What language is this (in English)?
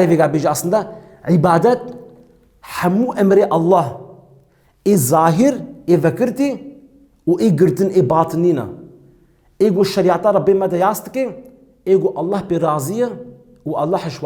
Kurdish